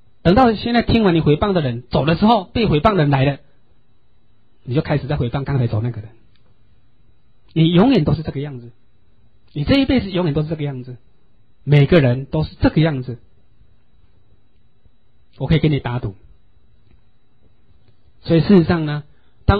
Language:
Chinese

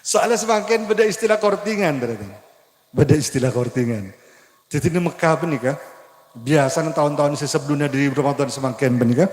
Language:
Madurese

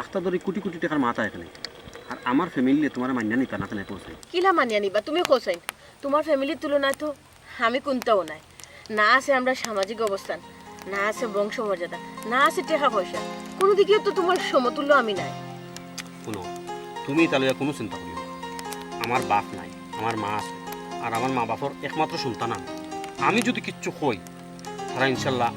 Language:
Sylheti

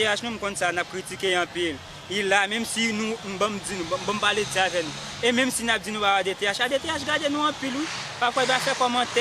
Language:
Haitian Creole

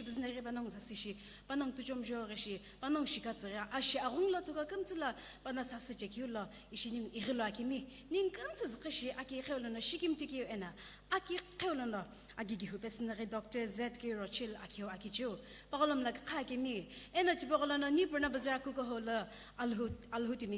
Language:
Sumi Naga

